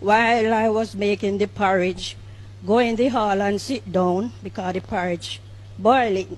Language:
Jamaican Creole English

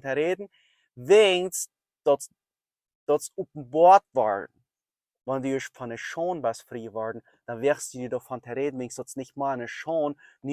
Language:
Plautdietsch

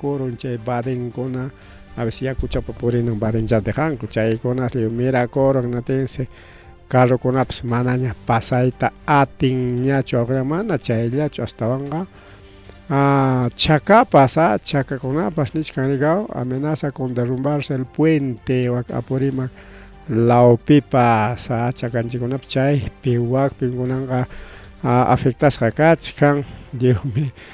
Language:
Ayacucho Quechua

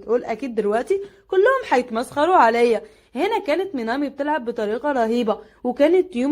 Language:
Egyptian Arabic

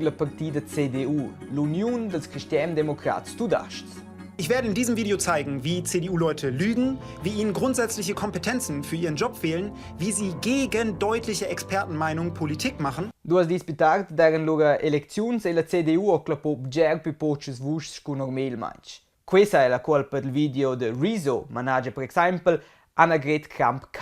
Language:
Romansh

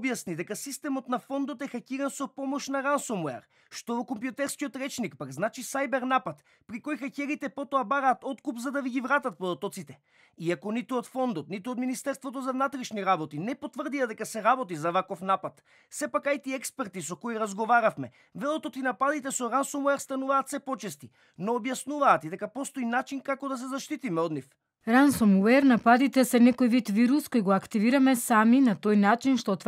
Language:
Macedonian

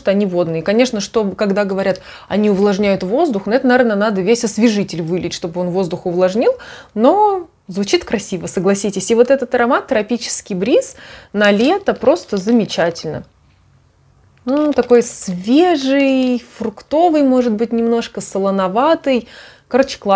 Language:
Russian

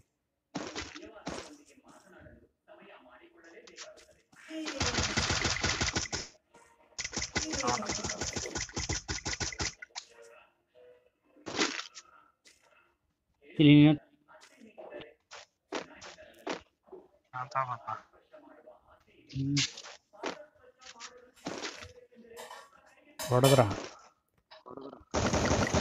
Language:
Kannada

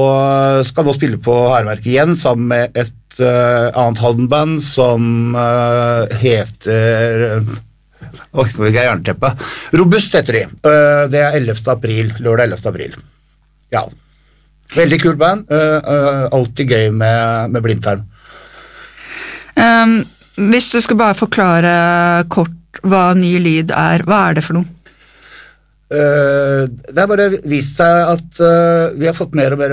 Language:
Norwegian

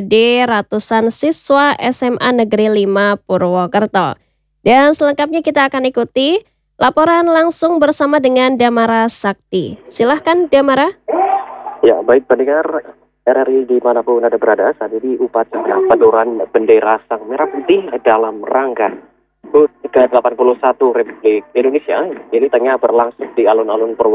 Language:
Indonesian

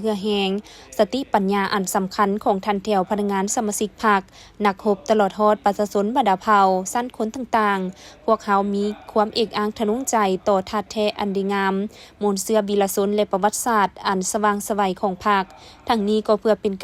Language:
Lao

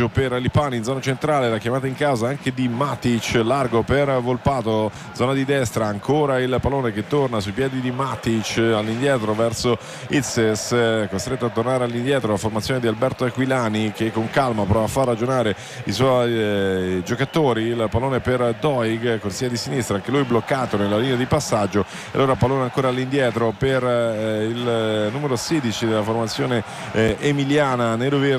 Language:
Italian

